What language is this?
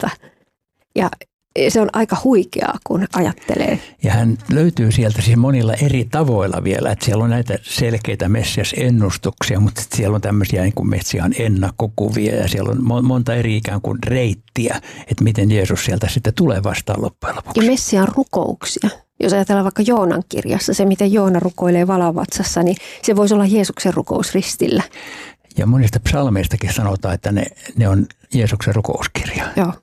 Finnish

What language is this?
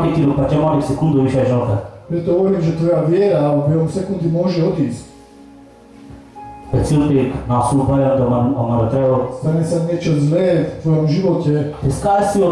Slovak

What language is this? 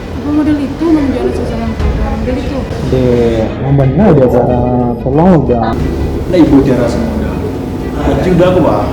Minangkabau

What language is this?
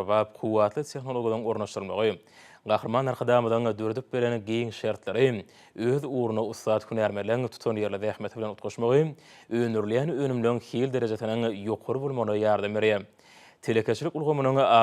Turkmen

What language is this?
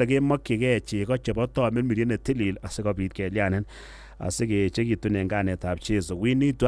Kalenjin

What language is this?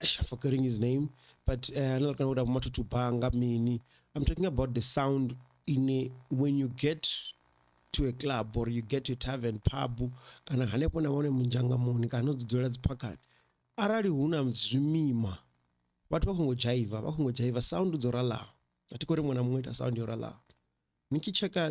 Venda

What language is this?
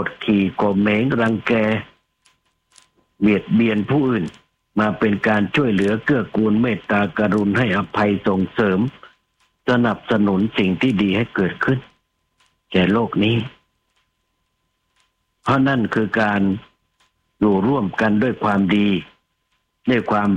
Thai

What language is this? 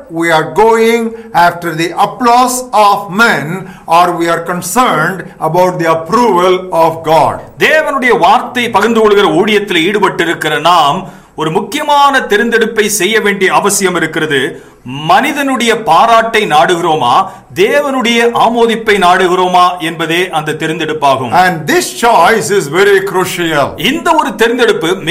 Tamil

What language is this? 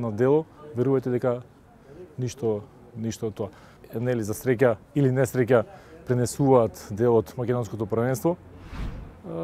Macedonian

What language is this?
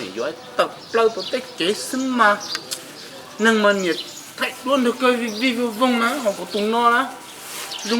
Hmong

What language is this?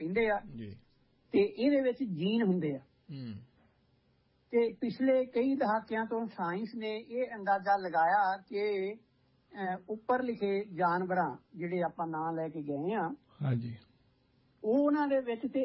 Punjabi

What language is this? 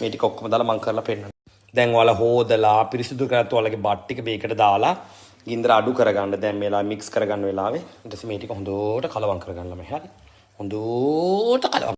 Sinhala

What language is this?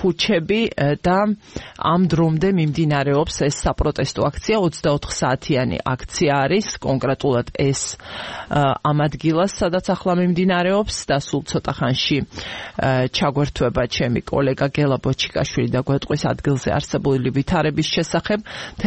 Georgian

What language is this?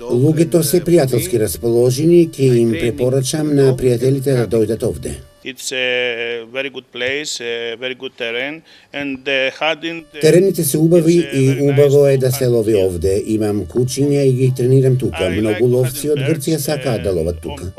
Macedonian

